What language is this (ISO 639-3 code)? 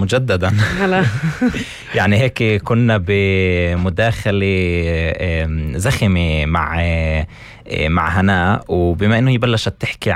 apc